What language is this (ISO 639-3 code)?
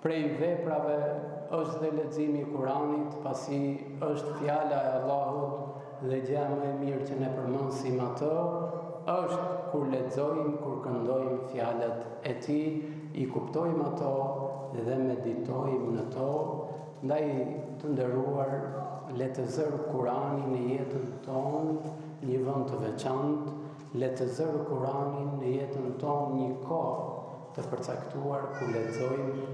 sqi